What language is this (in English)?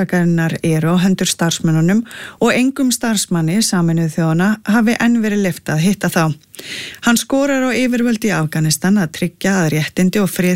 Icelandic